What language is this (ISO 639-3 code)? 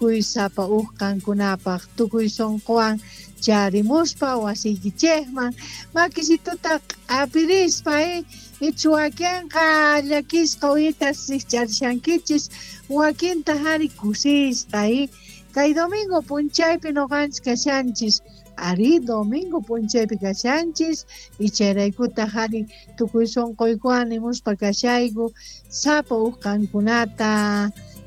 quh